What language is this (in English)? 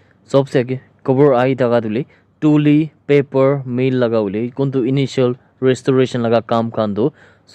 Naga Pidgin